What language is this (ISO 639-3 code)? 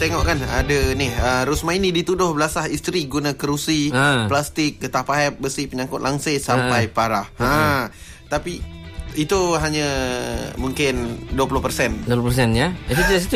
msa